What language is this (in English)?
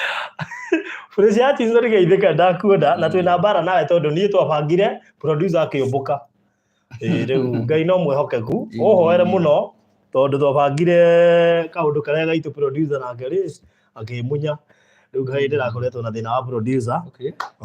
Kikuyu